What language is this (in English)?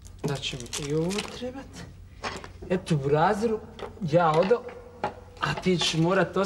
Croatian